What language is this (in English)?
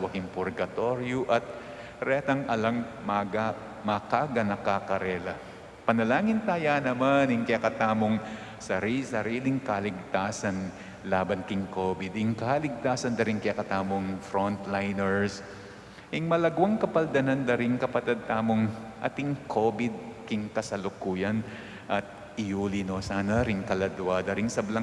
Pampanga